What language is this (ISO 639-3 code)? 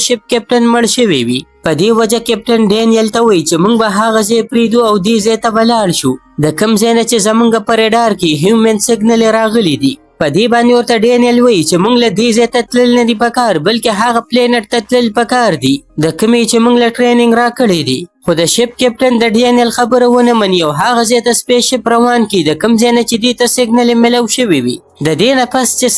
pus